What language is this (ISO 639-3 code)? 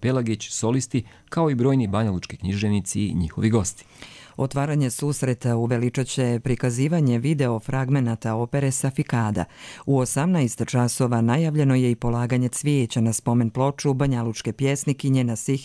hrv